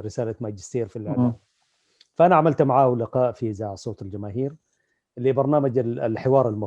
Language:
Sudanese Arabic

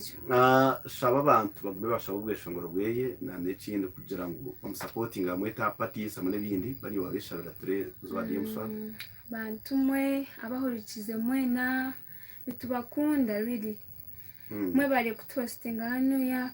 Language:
Nyankole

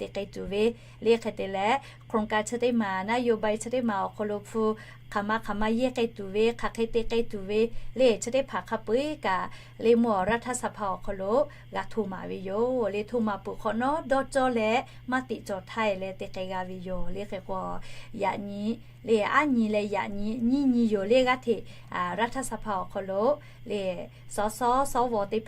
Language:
Lahu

